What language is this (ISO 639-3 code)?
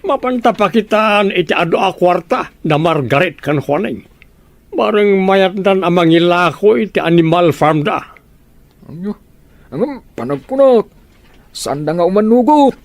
ilo